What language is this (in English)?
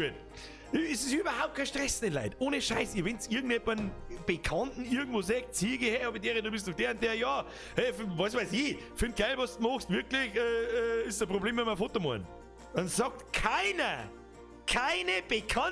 Bavarian